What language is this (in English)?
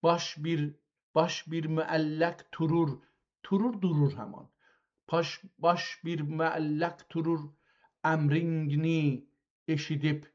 South Azerbaijani